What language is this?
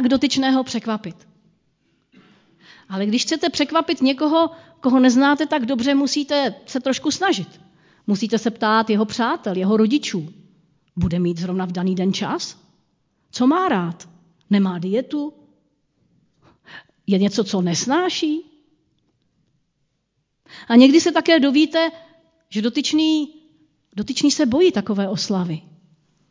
Czech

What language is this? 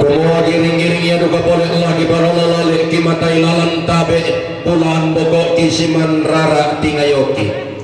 Toraja-Sa'dan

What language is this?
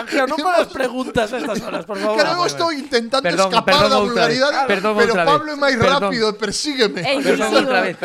Galician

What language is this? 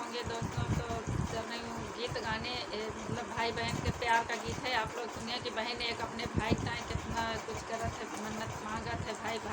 Awadhi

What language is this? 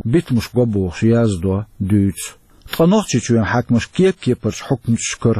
Chechen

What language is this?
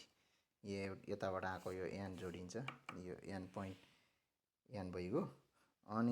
Nepali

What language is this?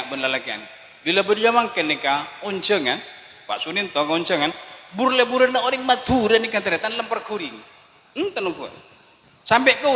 Madurese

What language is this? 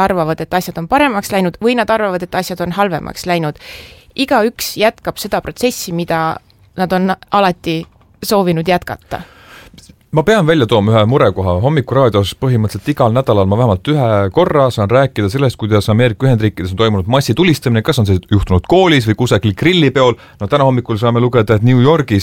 Estonian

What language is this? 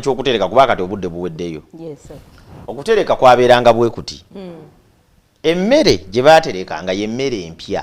Ganda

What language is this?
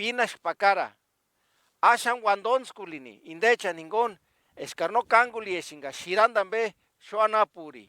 Purepecha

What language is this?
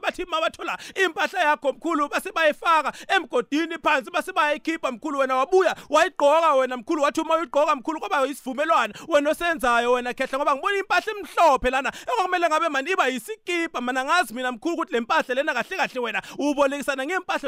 South Ndebele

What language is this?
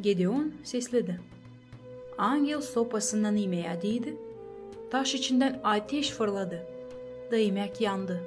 Gagauz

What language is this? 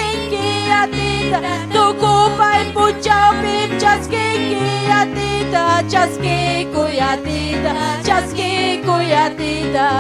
Ayacucho Quechua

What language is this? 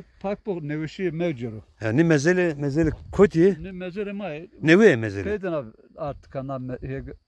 Zaza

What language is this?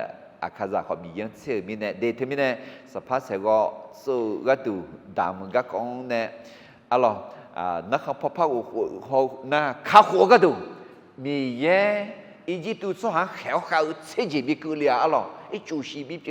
Akha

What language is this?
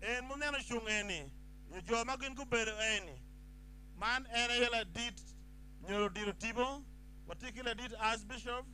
Acoli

